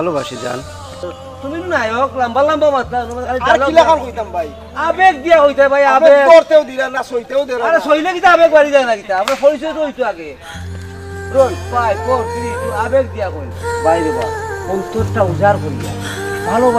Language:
Sylheti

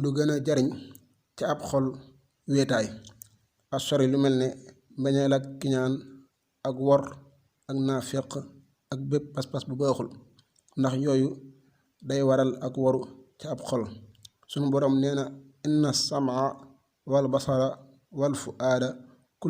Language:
Wolof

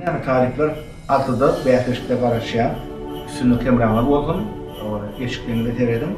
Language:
Turkmen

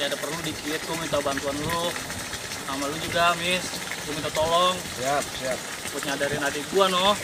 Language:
Betawi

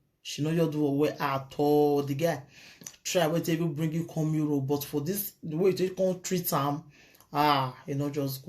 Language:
Nigerian Pidgin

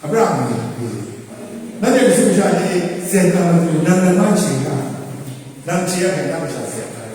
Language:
Kachin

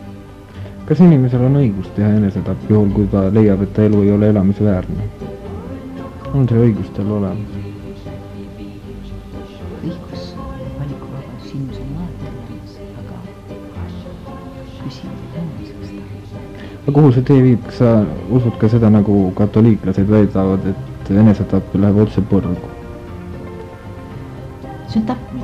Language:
Estonian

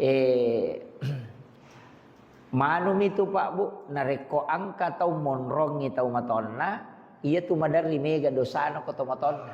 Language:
Buginese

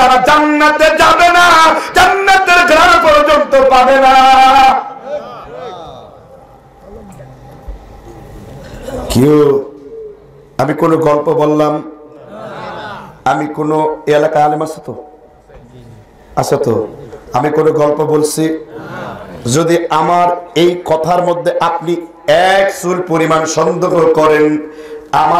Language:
Bangla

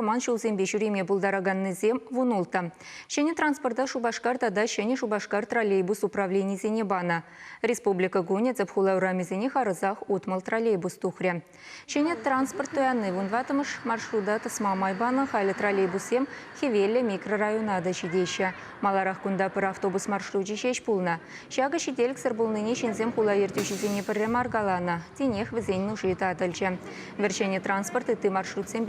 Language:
Chuvash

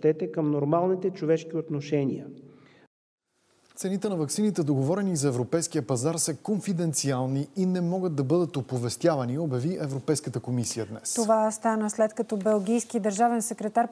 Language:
Bulgarian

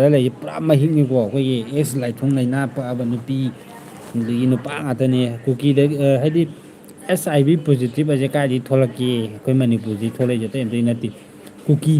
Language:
Manipuri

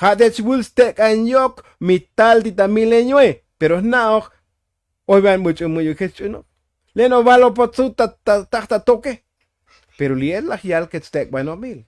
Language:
Tzotzil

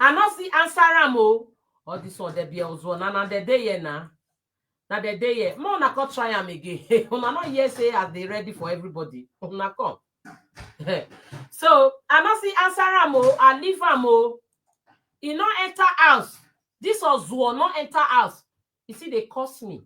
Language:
Nigerian Pidgin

